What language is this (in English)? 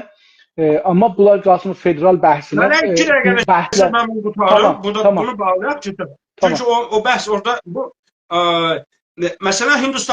South Azerbaijani